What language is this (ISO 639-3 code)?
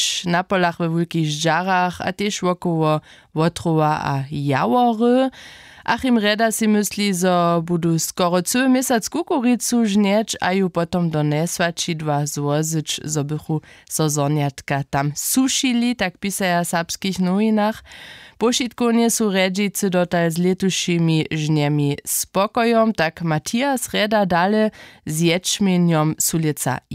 hsb